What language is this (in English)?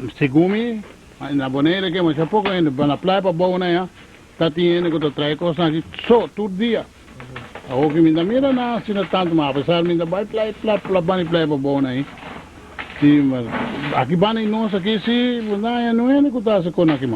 Papiamento